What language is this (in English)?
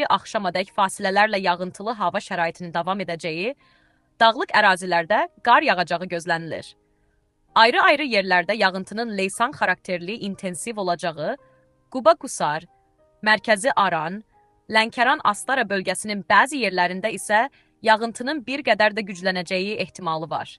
Azerbaijani